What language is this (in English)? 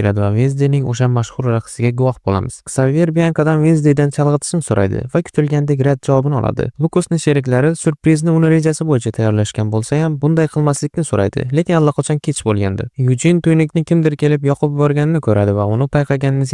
Uzbek